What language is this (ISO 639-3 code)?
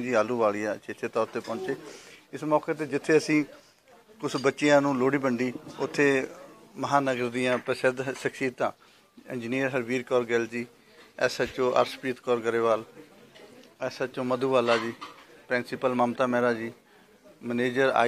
pan